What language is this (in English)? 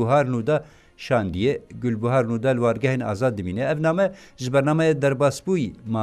Kurdish